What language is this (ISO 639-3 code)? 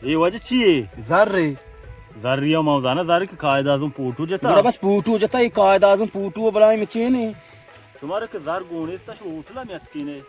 bal